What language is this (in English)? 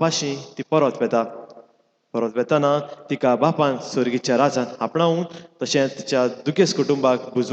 Konkani